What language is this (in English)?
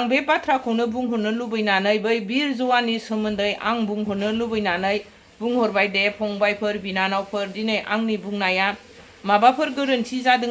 Bodo